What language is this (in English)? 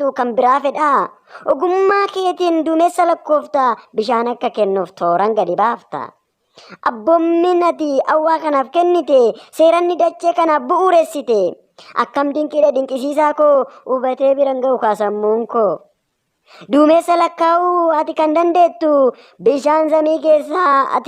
Oromo